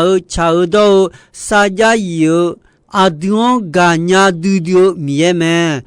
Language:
Akha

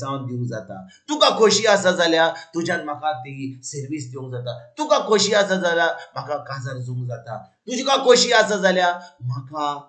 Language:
Konkani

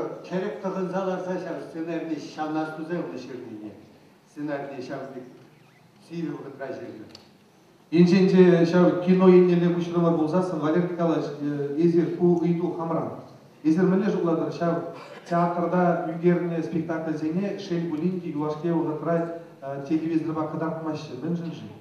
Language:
Chuvash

